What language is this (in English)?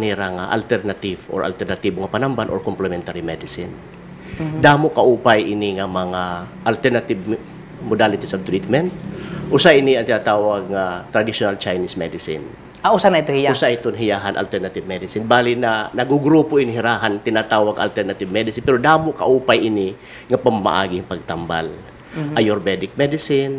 Waray